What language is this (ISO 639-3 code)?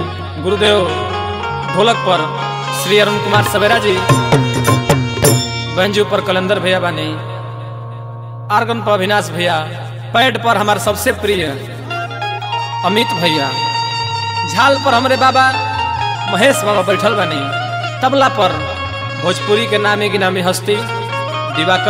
bho